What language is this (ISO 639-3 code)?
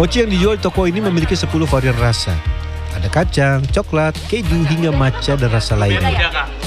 ind